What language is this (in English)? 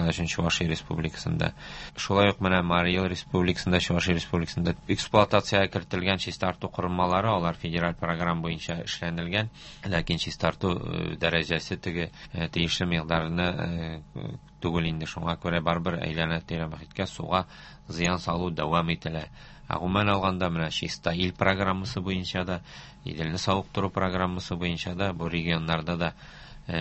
Tatar